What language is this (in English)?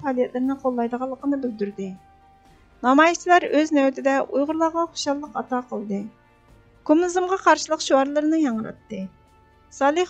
Uyghur